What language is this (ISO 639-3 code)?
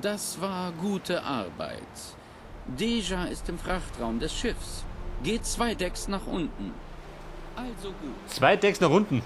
bar